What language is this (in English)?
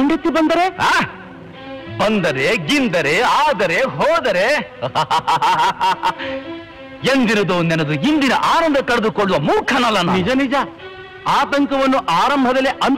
Kannada